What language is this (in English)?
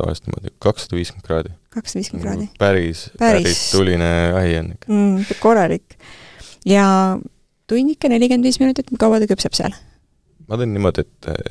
Estonian